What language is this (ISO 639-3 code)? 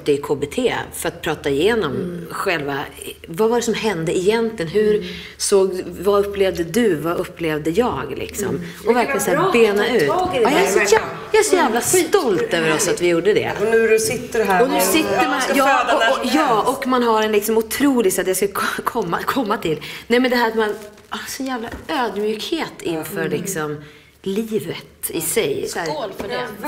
swe